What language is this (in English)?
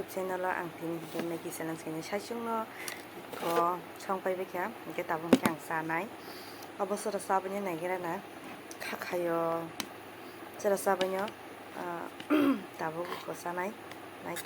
Kok Borok